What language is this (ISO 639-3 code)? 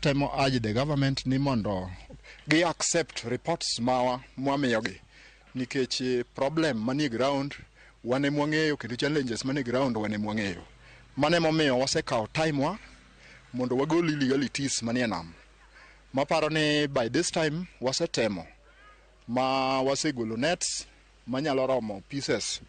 luo